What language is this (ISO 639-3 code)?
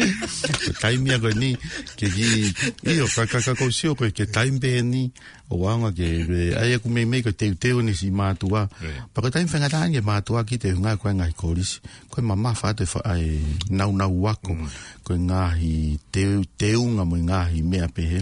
ton